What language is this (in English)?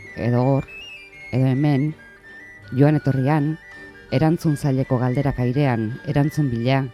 Basque